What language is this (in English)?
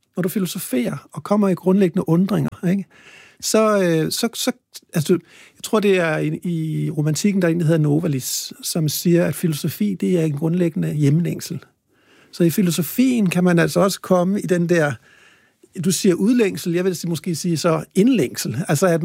Danish